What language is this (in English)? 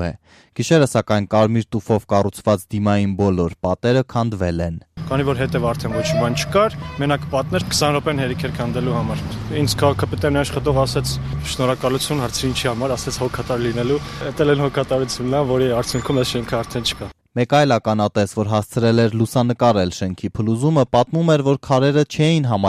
Armenian